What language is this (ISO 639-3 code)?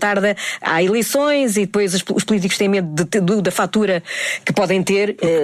por